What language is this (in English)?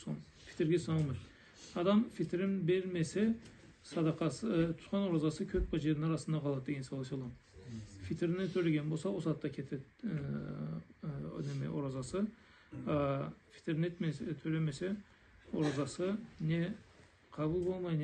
Karachay-Balkar